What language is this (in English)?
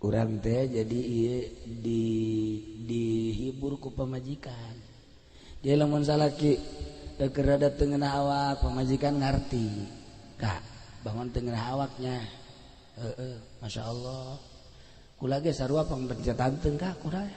Sundanese